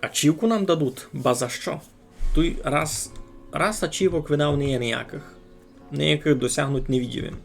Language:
Rusyn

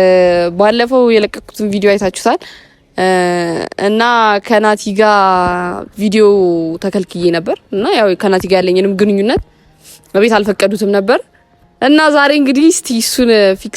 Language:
Amharic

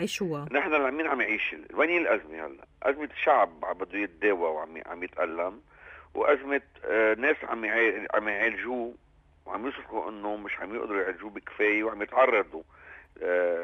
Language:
North Levantine Arabic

